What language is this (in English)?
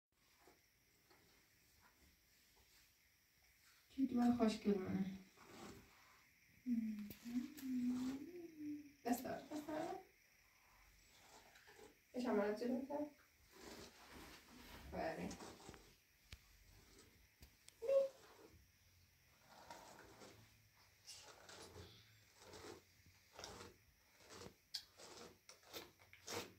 Persian